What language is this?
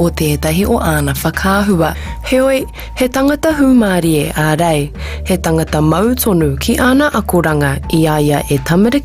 Māori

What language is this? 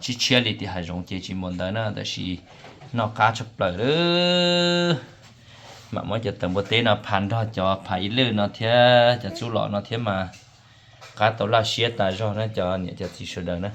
Hmong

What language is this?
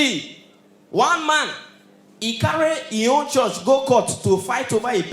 Nigerian Pidgin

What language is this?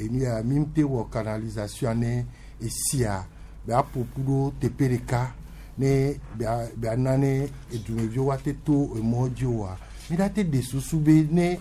Gen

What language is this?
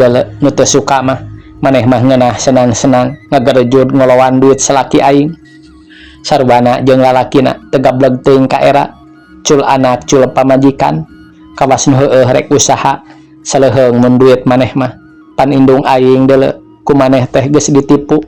Sundanese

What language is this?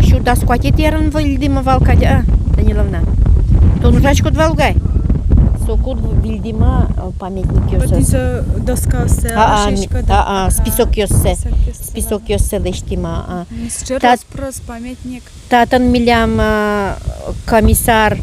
Udmurt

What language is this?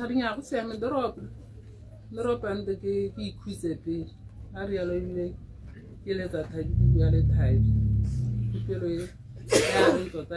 Tswana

